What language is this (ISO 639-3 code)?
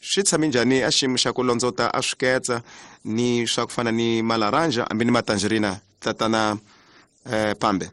tso